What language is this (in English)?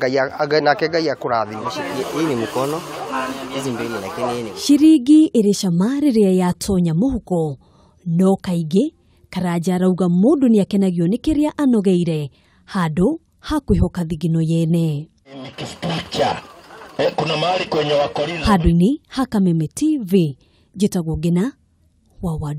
Kikuyu